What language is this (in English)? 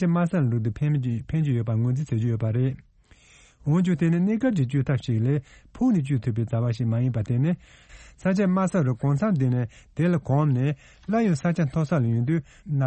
Tibetan